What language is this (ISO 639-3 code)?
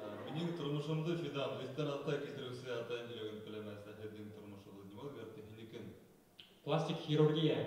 bak